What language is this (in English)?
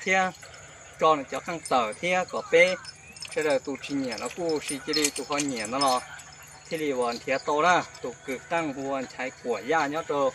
Hmong